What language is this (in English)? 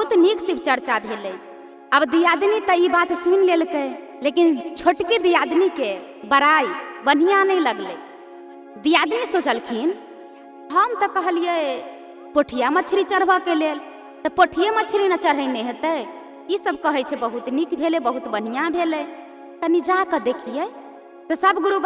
Maithili